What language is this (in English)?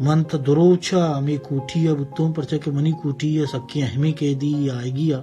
Baluchi